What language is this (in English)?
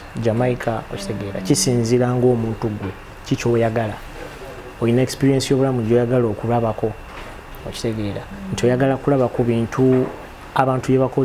Ganda